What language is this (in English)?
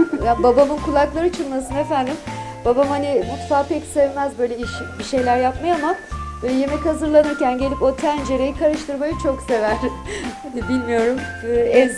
Turkish